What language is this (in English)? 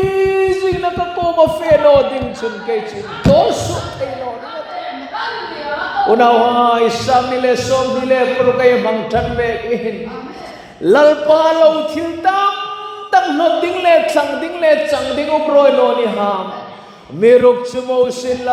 Hmar